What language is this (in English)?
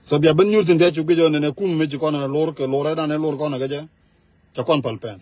Nuer